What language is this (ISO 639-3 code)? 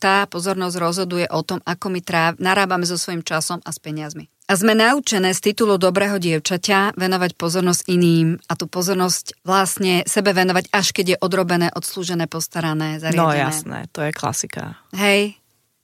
slk